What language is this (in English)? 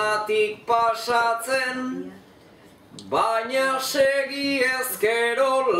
Basque